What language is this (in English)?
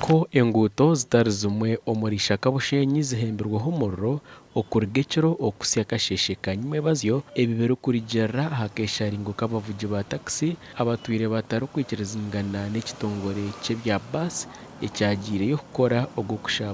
Nyankole